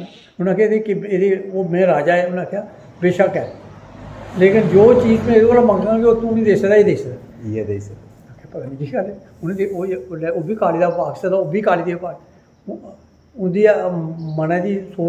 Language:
Dogri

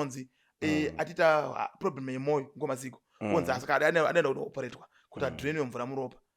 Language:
Shona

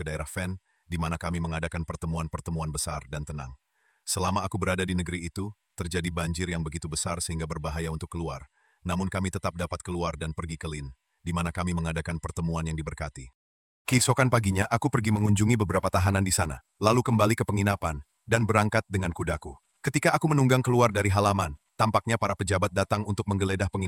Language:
Indonesian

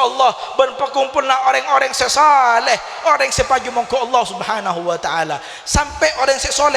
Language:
Madurese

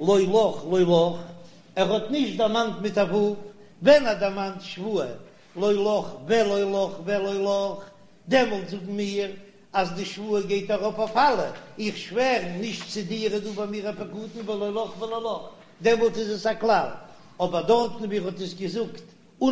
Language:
Yiddish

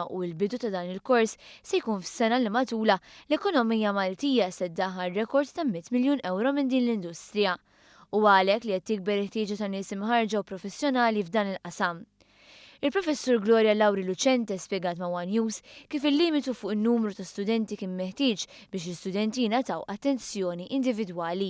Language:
Maltese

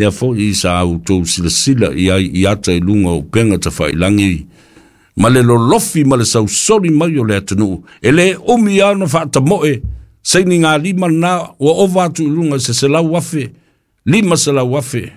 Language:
Samoan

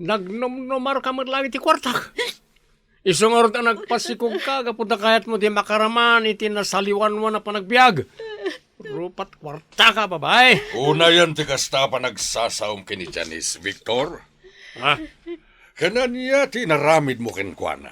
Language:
Iloko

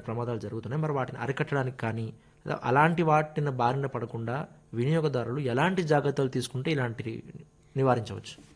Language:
Telugu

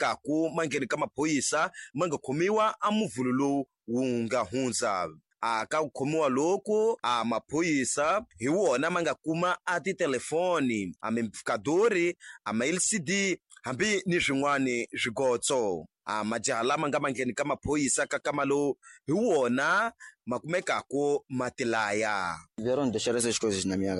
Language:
Tsonga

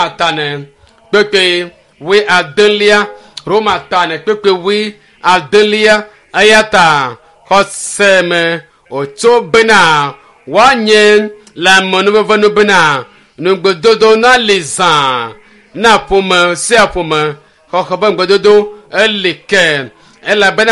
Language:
Ewe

